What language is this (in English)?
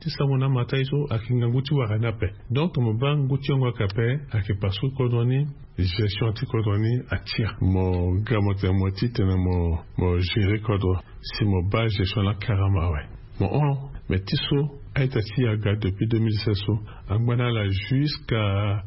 Sango